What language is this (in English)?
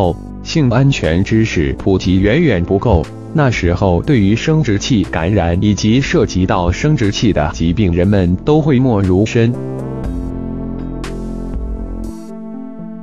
Chinese